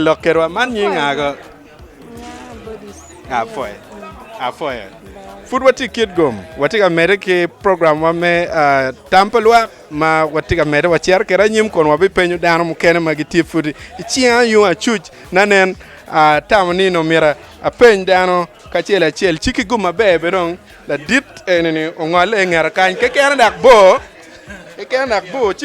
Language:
Acoli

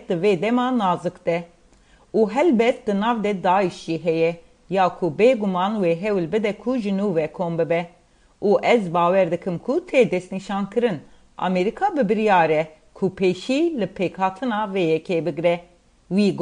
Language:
Kurdish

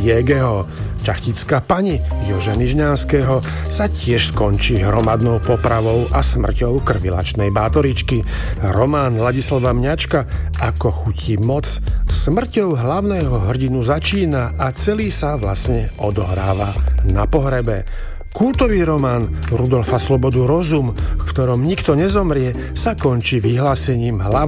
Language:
Slovak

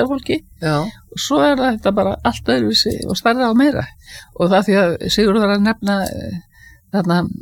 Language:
Icelandic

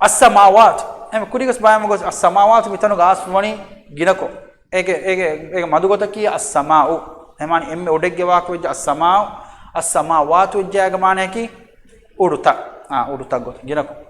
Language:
Divehi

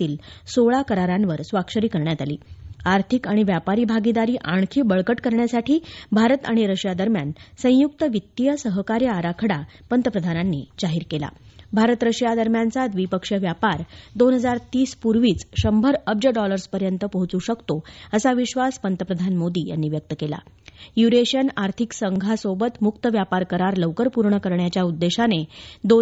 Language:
Marathi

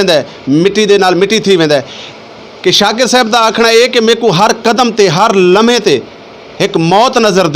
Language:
Saraiki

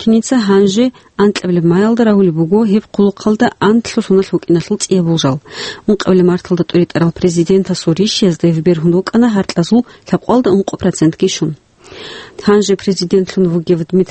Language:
Avaric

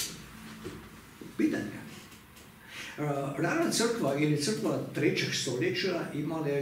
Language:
Croatian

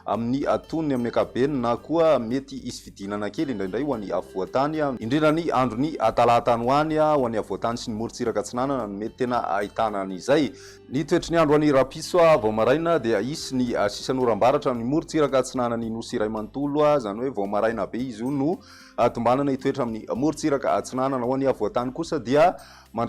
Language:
Malagasy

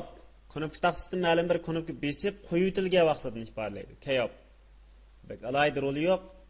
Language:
Uyghur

